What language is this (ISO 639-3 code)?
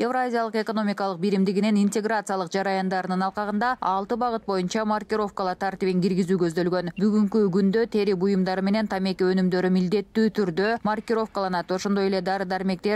kir